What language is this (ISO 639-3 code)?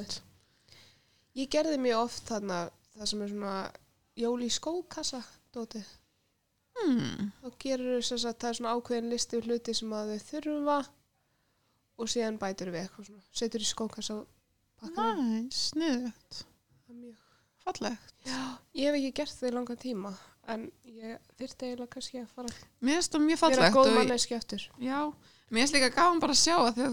isl